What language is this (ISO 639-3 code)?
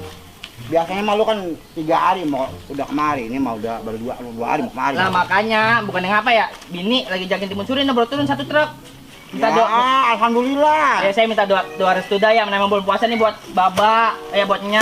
bew